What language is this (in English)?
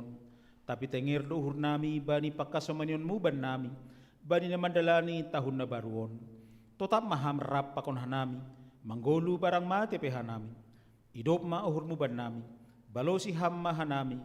Batak Simalungun